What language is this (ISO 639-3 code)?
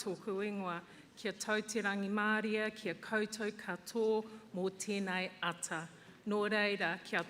mri